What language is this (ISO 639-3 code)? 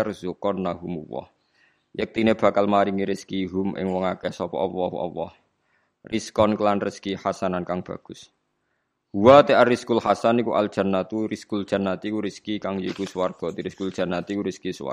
jav